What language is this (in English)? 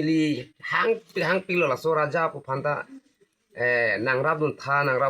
Karbi